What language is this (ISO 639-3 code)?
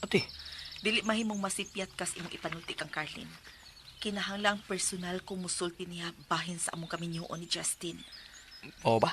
ceb